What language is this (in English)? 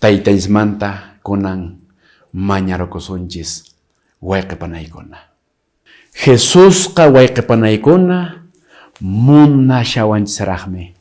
Quechua